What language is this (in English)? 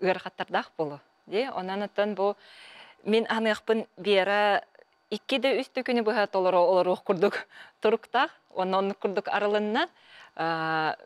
Yakut